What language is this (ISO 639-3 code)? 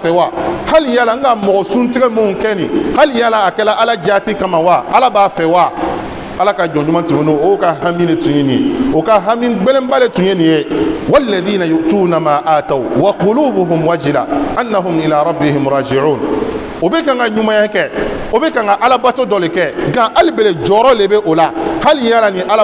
bam